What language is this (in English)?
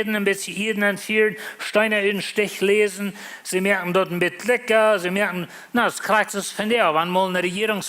Plautdietsch